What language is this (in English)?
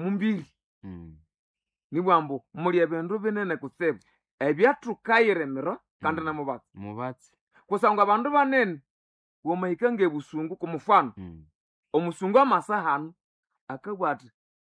Nande